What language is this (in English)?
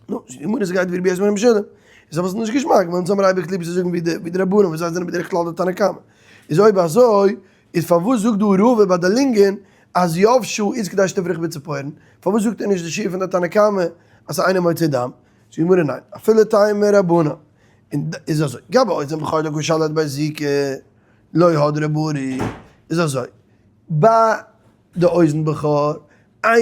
Yiddish